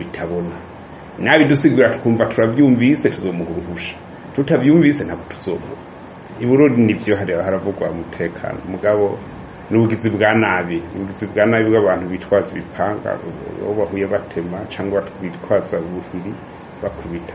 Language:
Rundi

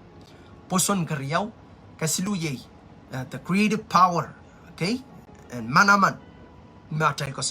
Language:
Pohnpeian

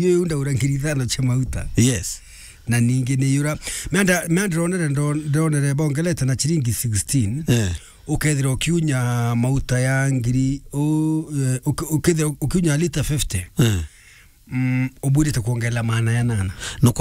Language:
Meru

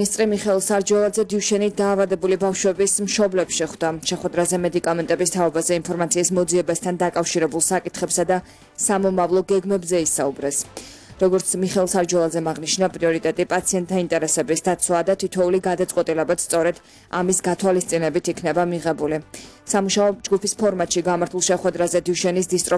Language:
Georgian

